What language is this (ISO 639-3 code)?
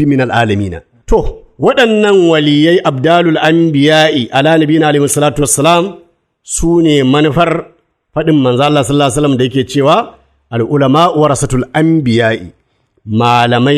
hau